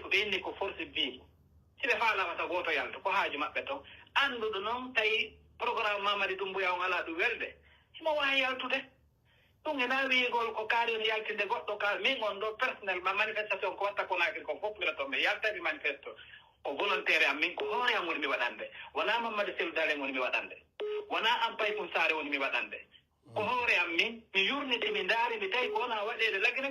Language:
Pular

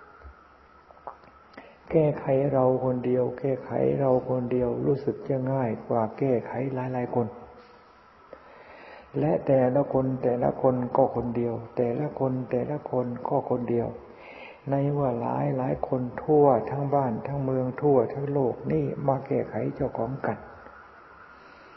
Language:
Thai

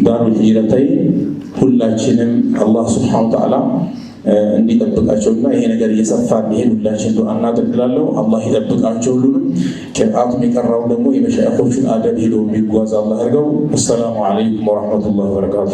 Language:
Amharic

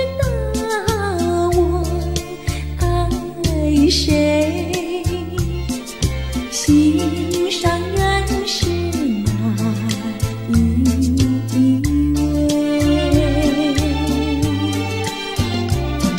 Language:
Chinese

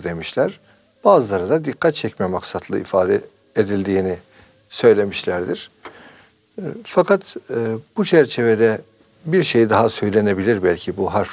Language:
Turkish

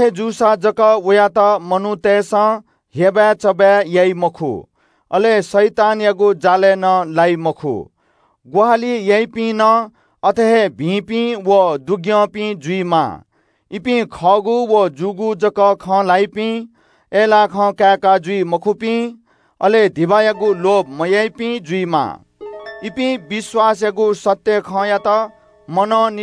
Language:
Newari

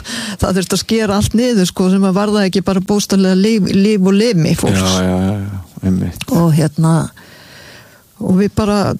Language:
Icelandic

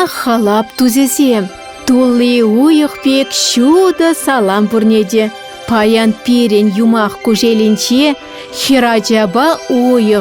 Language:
Chuvash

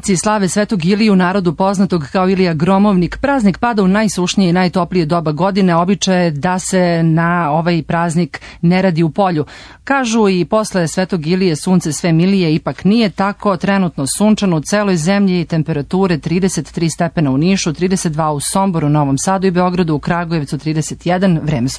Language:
Serbian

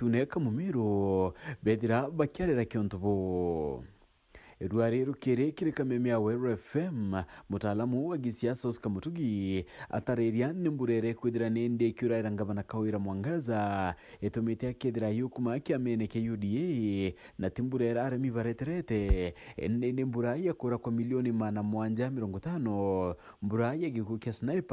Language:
Meru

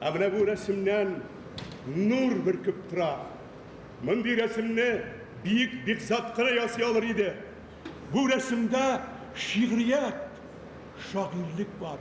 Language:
Tatar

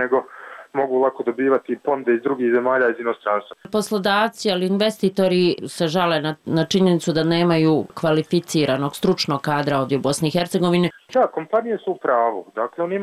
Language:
Bosnian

